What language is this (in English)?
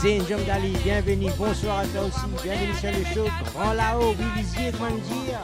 Morisyen